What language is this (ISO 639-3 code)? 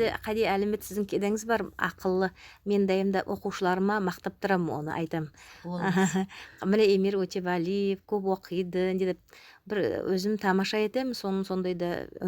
nog